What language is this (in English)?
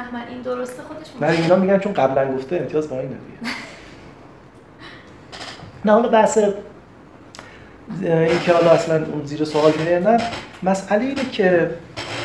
Persian